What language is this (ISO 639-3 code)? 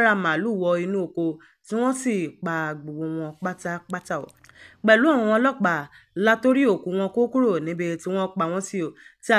yor